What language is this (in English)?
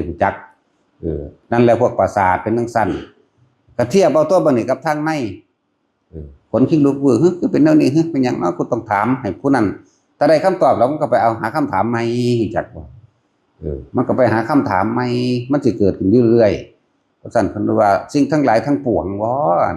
Northeastern Thai